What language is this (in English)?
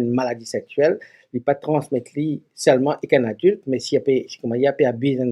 Morisyen